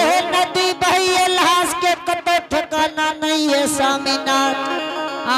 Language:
Angika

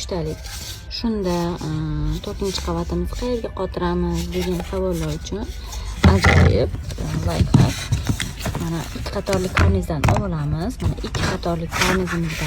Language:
Uzbek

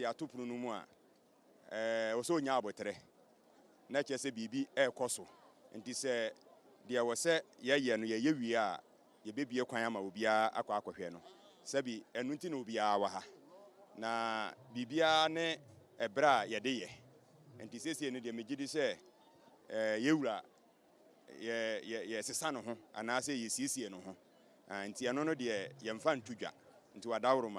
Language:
Akan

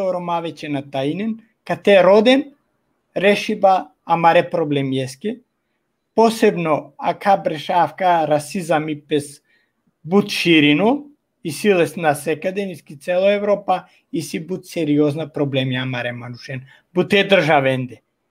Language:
Balkan Romani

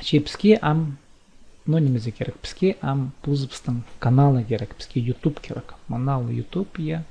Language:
Khakas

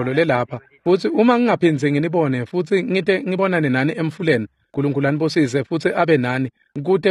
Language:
Swati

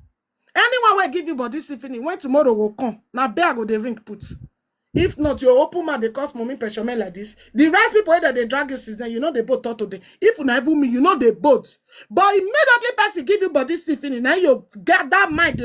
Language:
Nigerian Pidgin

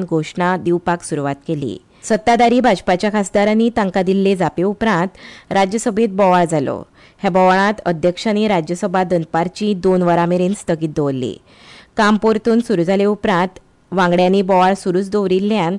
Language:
Konkani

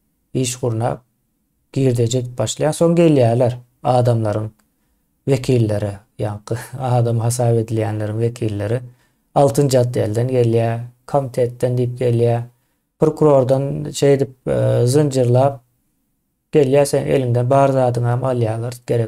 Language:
Turkmen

